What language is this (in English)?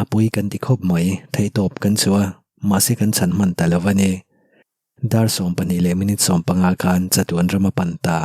Mizo